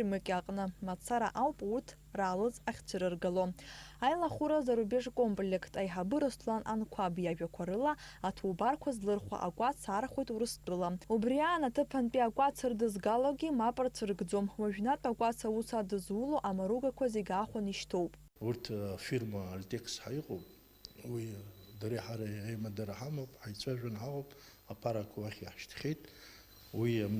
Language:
Abkhazian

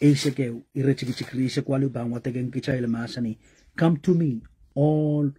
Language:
Pohnpeian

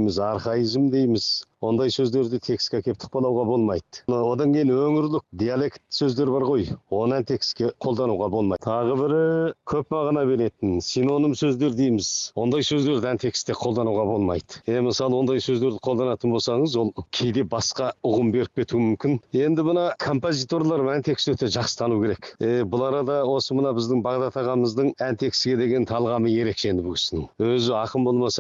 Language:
Kazakh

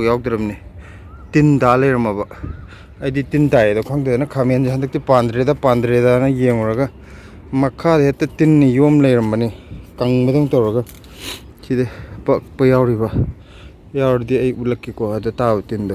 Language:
Manipuri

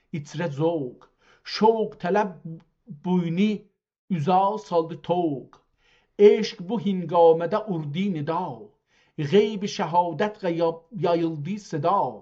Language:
South Azerbaijani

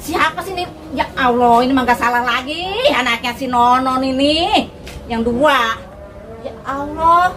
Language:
Betawi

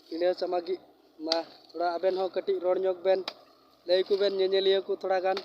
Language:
Santali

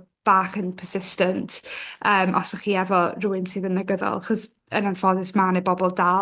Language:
Welsh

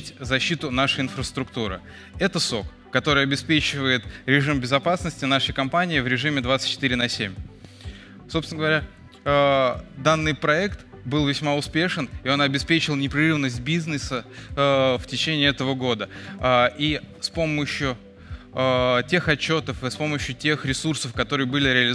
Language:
Russian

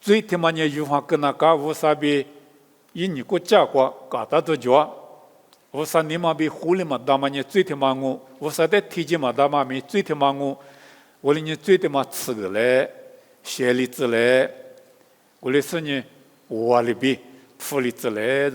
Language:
Lisu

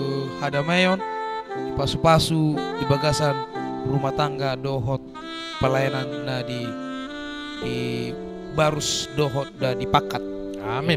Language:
Batak Toba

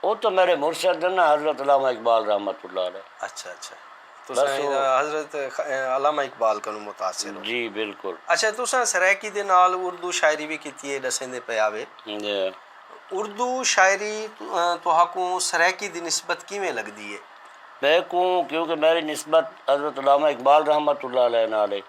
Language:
Saraiki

